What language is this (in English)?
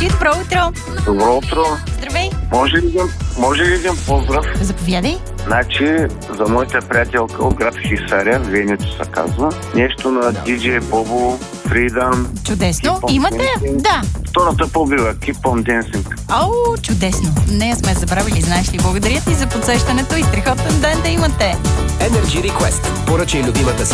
Bulgarian